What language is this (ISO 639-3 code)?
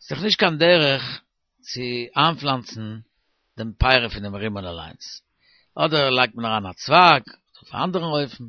yid